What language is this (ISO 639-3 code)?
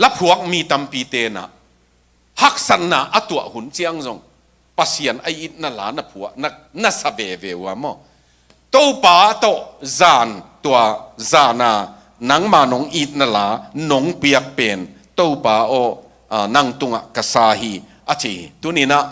ctd